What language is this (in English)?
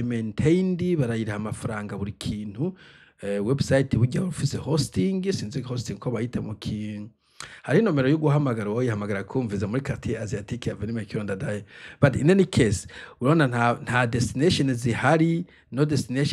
Rundi